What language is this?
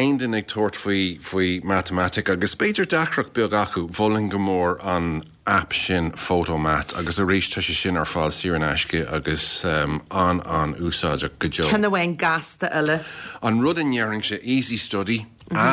Irish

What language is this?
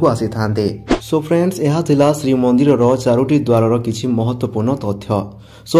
Odia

